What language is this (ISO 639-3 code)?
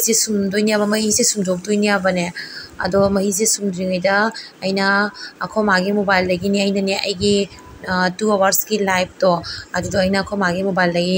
mni